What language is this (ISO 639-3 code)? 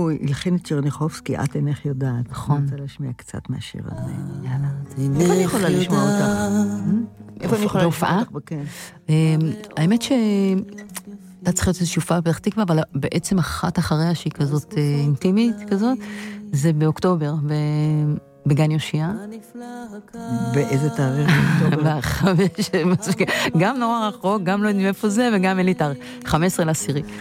heb